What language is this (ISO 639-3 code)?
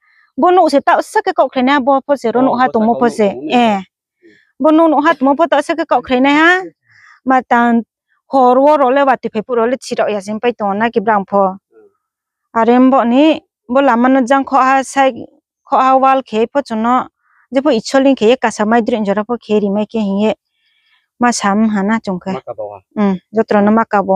ria